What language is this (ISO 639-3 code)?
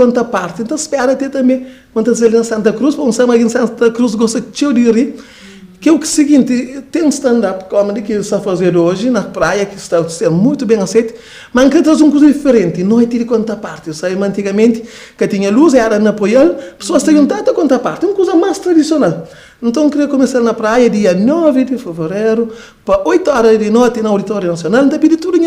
kea